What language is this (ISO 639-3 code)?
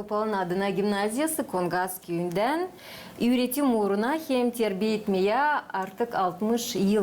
gag